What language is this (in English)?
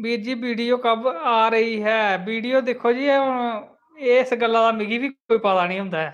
Dogri